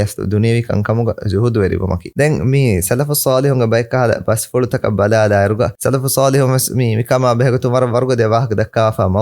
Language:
Divehi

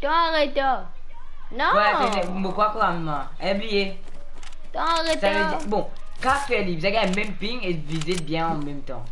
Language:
Morisyen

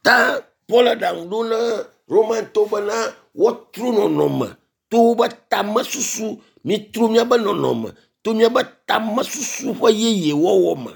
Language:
Ewe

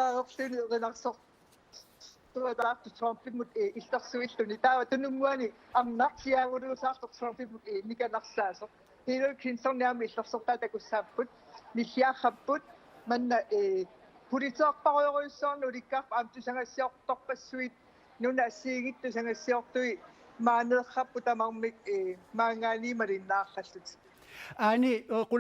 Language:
Kalaallisut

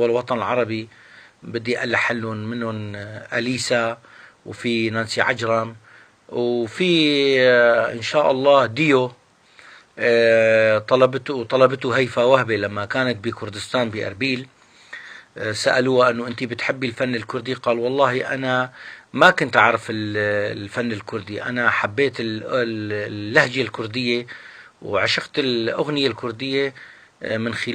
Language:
North Levantine Arabic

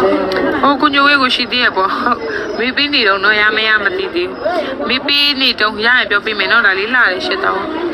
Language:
Burmese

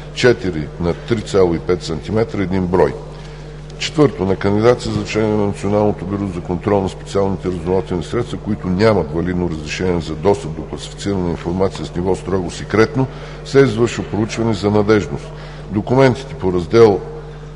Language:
Bulgarian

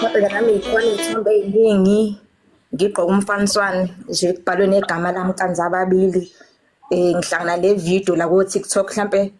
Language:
Zulu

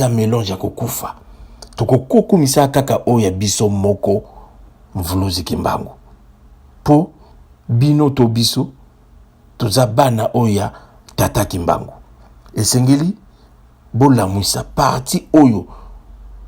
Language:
Lingala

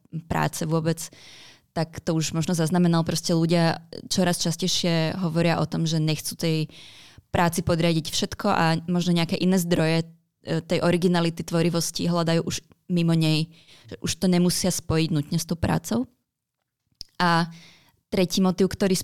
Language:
Slovak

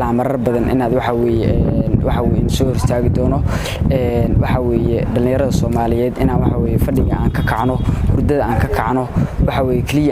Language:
Somali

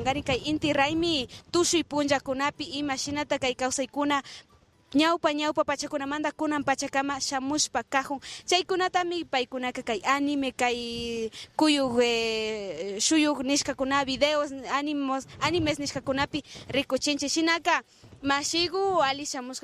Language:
Imbabura Highland Quichua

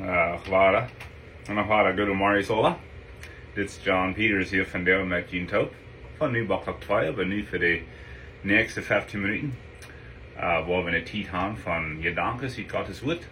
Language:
Plautdietsch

